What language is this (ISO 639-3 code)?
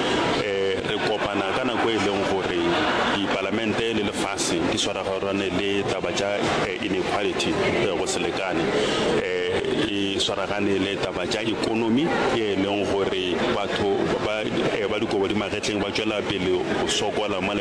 nso